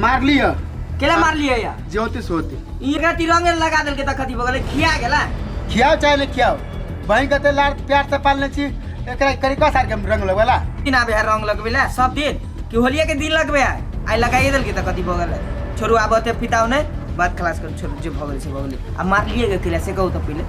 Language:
Maithili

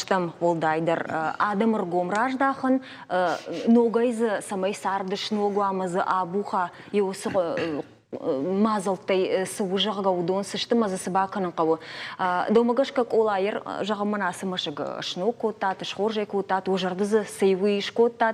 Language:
Ossetic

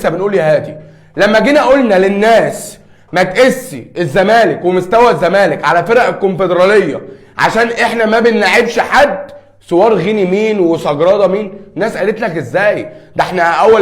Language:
Egyptian Arabic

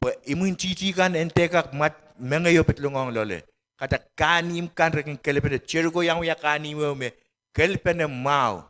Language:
Pohnpeian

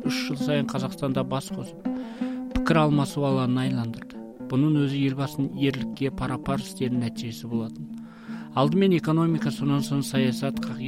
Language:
Kazakh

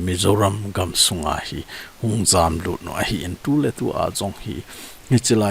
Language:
Thado Chin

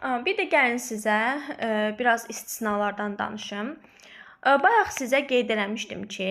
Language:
Azerbaijani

